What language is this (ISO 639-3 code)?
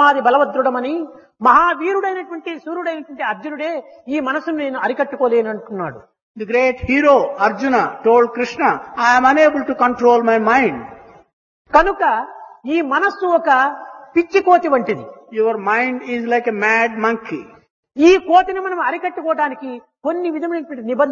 tel